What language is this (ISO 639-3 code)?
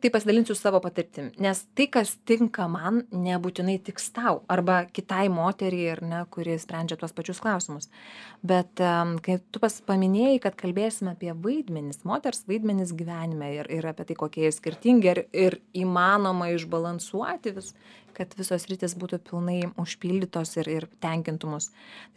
lit